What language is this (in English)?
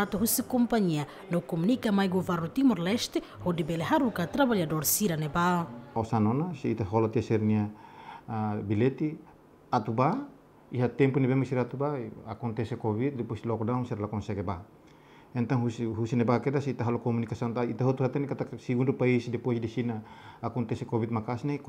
Tetum